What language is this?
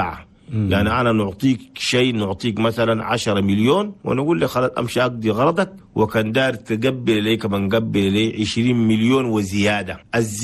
Chadian Arabic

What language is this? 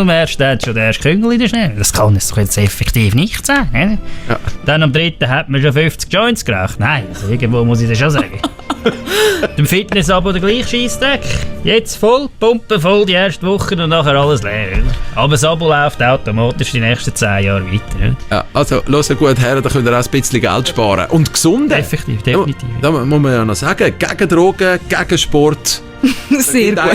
Swiss German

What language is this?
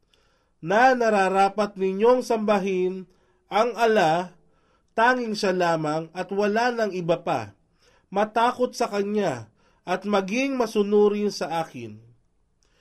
Filipino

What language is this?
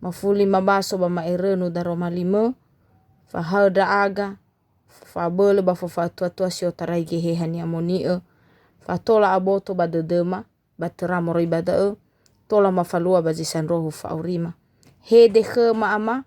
Nias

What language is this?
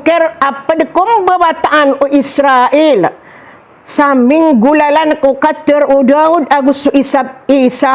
Maranao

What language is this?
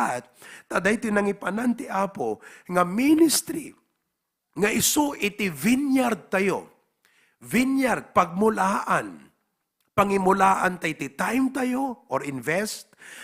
Iloko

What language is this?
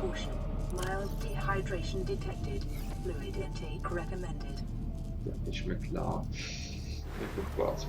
Swiss German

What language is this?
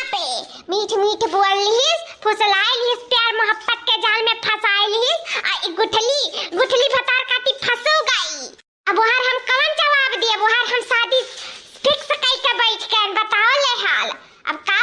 Awadhi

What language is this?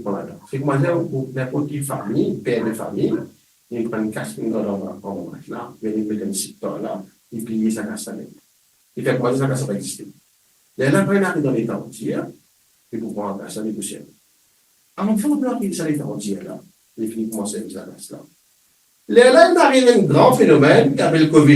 Morisyen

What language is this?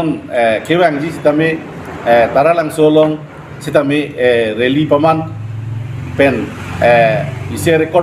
Karbi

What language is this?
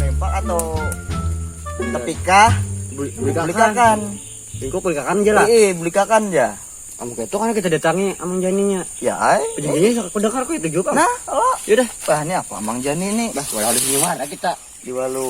Banjar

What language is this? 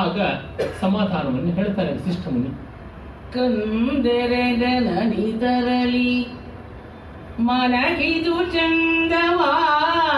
Kannada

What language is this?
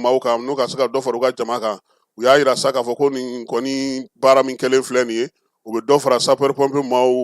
Bambara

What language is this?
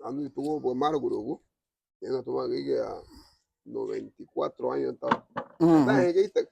Garifuna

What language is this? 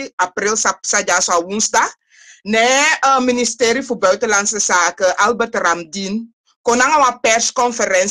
Sranan Tongo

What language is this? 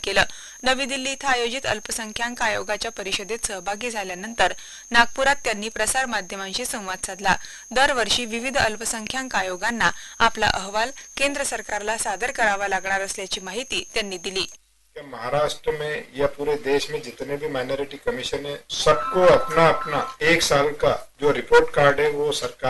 Marathi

